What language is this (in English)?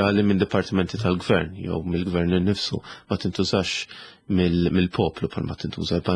Maltese